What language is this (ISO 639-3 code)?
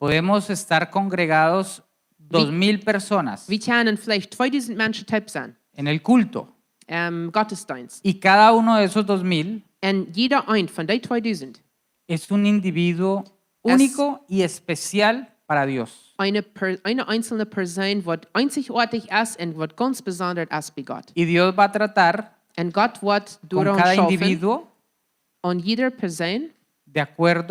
pdt